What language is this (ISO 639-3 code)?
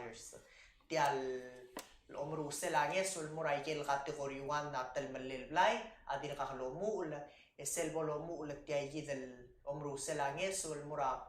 pau